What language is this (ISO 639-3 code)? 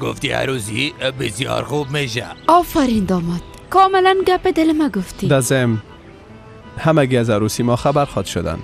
fas